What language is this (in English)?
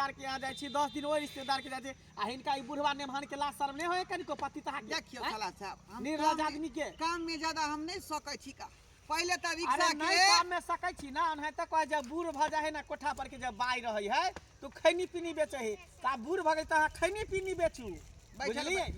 Maithili